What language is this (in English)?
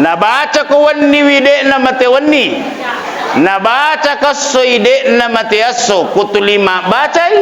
Buginese